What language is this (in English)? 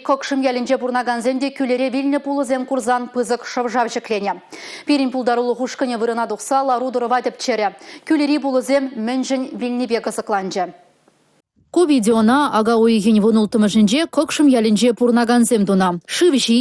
Chuvash